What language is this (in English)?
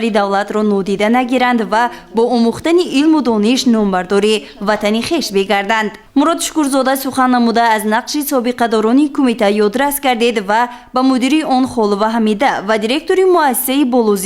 Tajik